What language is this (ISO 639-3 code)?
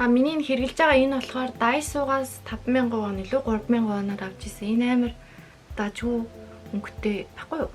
mon